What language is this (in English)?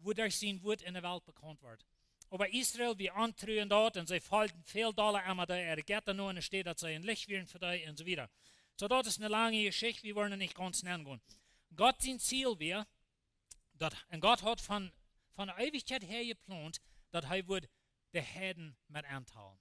Plautdietsch